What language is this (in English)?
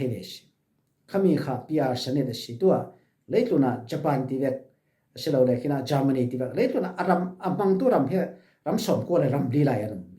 Falam Chin